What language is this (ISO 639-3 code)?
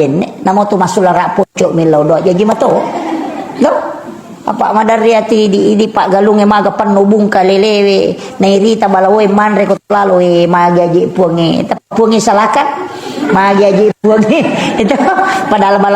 bug